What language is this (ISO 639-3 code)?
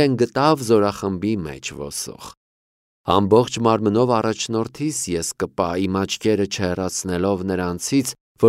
hye